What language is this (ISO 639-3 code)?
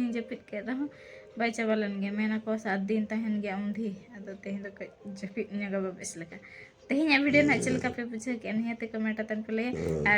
sat